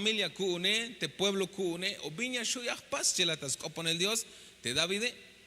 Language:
Tzeltal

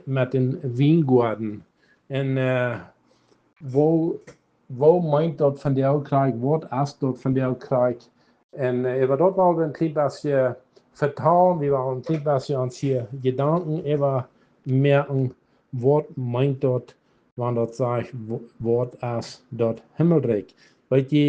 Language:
Plautdietsch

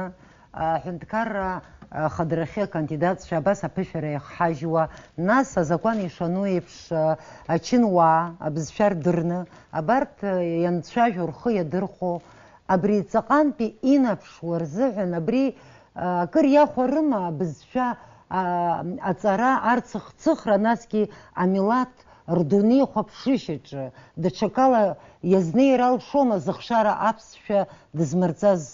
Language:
Abkhazian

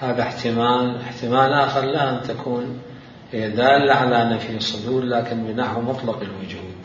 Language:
Mesopotamian Arabic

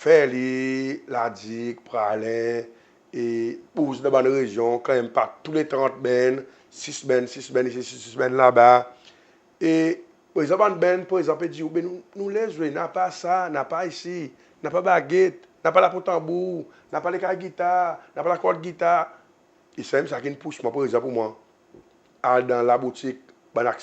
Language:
Seselwa Creole French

